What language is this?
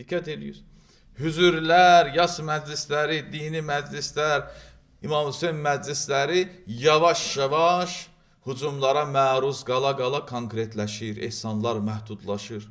Azerbaijani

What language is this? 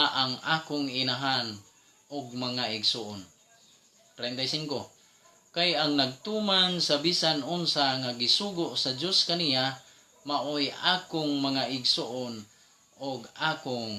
Cebuano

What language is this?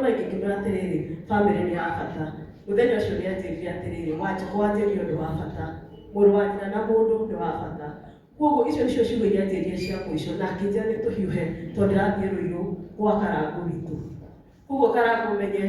Kikuyu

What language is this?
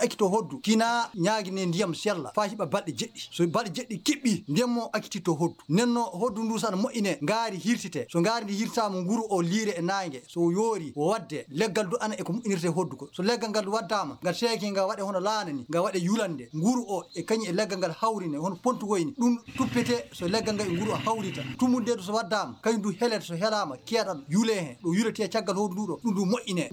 Fula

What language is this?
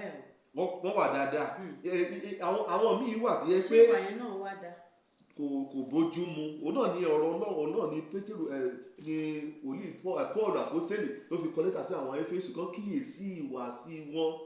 Yoruba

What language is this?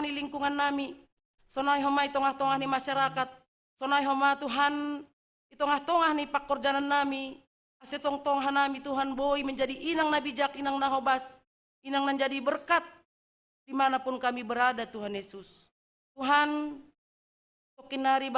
Batak Simalungun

